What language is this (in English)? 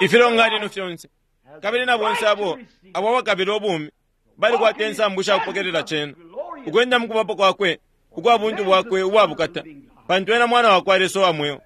Bemba